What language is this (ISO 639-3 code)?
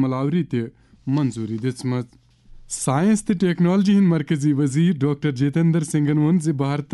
kas